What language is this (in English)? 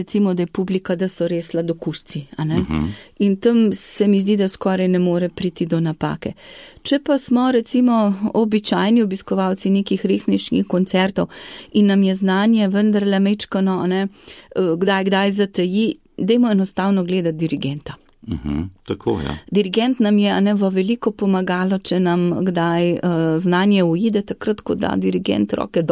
Slovenian